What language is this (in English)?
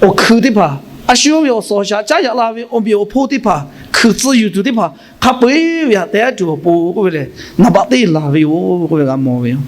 Lahu